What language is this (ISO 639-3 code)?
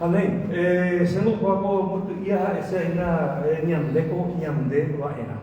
grn